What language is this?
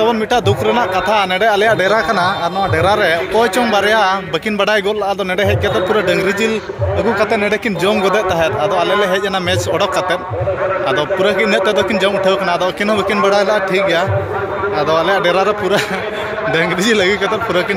Santali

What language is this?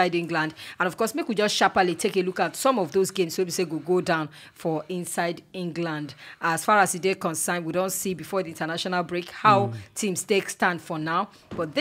Nigerian Pidgin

